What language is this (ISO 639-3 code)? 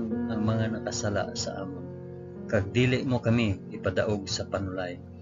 hil